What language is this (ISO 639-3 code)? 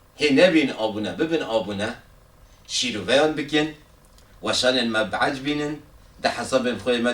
kur